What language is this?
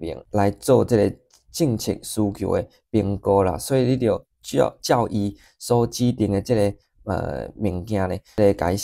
Min Nan Chinese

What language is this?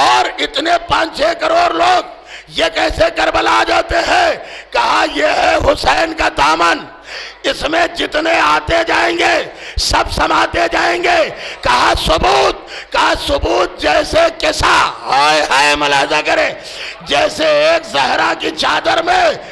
Urdu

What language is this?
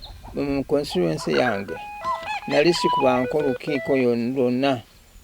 Ganda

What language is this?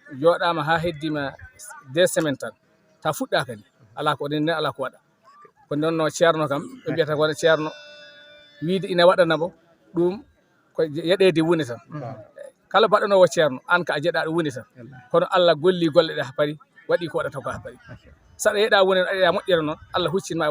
Fula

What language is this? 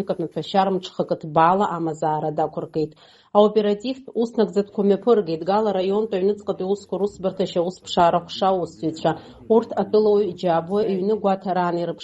Abkhazian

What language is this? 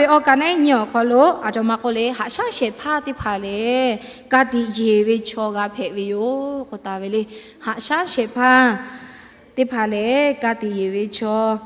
Lahu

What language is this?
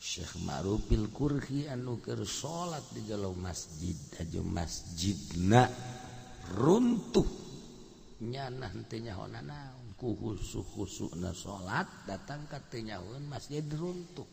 Sundanese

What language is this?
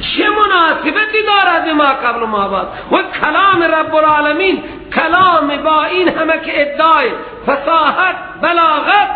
Persian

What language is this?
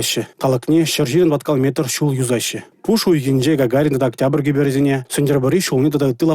Chuvash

